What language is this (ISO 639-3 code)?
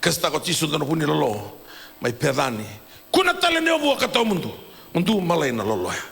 fij